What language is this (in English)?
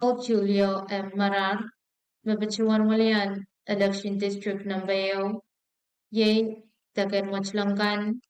Pohnpeian